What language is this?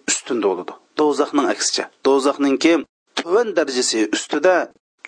Uyghur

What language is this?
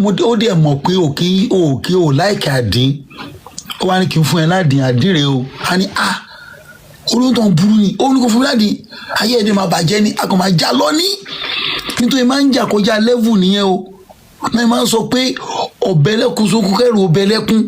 Yoruba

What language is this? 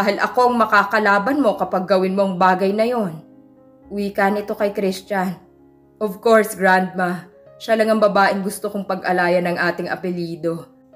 Filipino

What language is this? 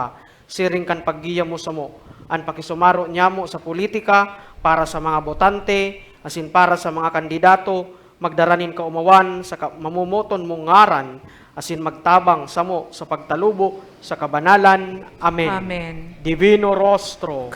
Bikol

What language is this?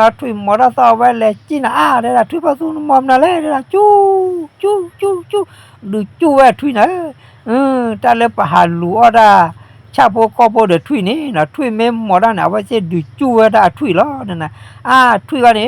S'gaw Karen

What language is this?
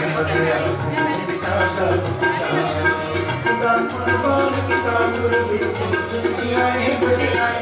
Punjabi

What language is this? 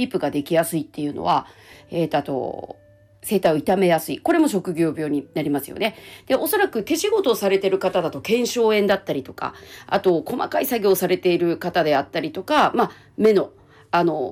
Japanese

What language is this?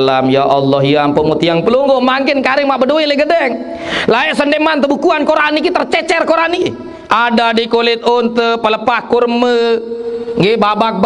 Sasak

